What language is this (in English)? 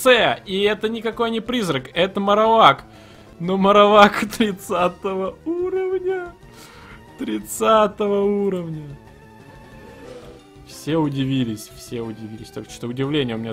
Russian